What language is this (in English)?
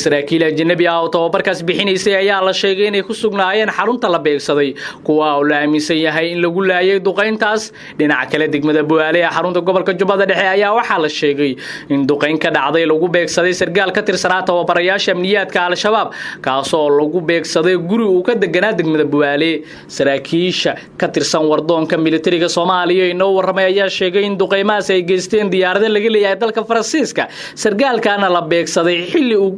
Somali